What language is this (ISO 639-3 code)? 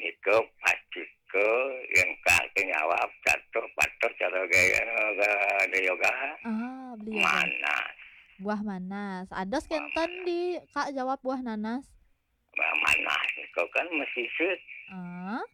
ban